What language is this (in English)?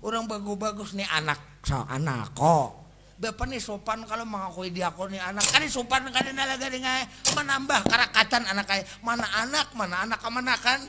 Banjar